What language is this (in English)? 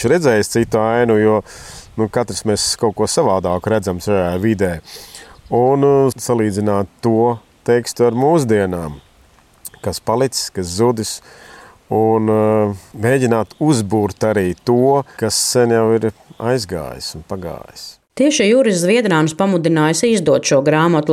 Latvian